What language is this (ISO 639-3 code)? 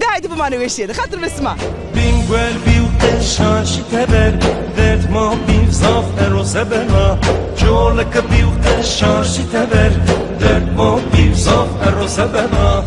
zza